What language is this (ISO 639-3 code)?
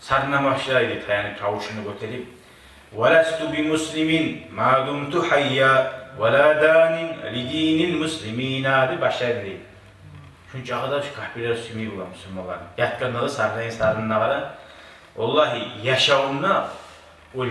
kum